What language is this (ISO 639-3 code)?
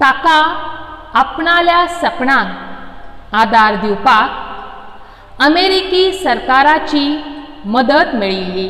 kok